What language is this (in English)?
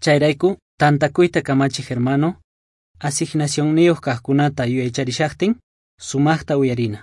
South Bolivian Quechua